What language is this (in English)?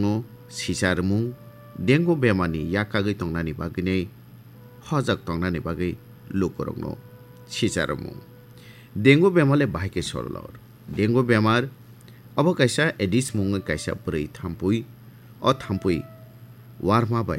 Kok Borok